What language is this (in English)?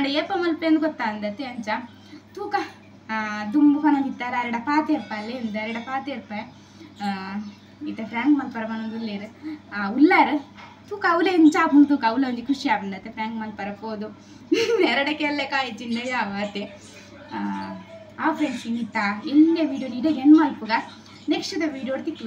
Tulu